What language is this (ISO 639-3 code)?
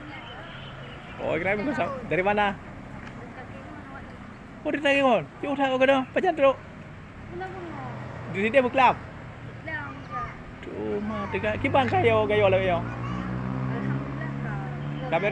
ace